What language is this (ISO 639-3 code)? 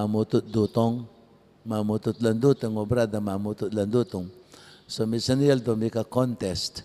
pam